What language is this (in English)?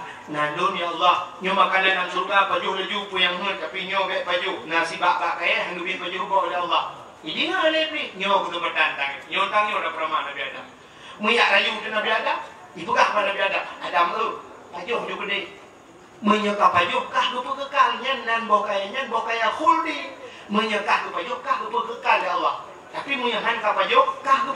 Achinese